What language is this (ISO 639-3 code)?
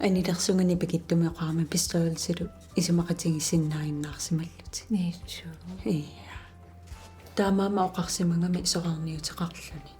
kal